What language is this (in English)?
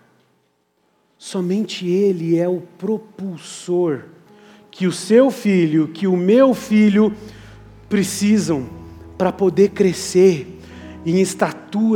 Portuguese